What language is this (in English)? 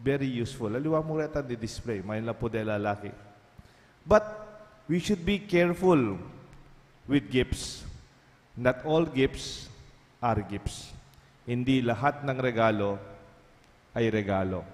Pampanga